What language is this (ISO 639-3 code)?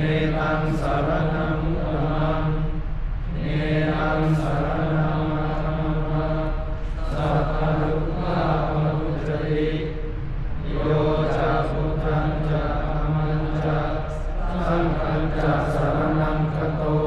pli